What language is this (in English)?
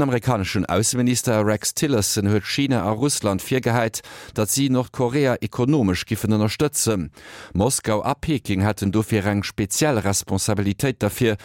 Luxembourgish